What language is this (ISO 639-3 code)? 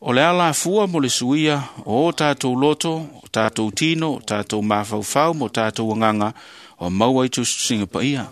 smo